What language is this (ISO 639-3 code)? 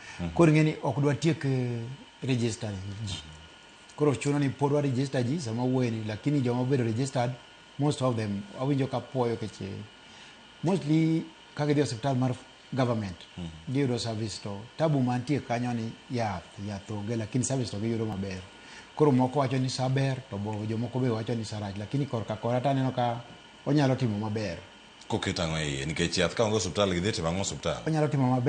luo